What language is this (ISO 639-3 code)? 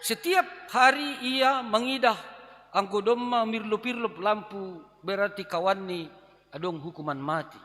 bts